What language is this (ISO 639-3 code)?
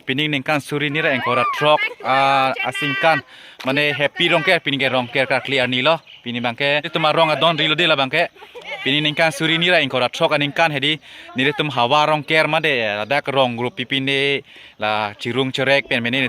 mjw